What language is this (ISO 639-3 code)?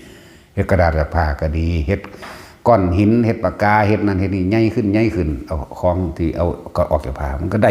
tts